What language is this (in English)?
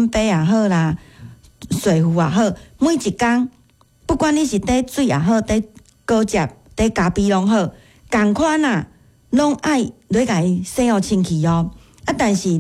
Min Nan Chinese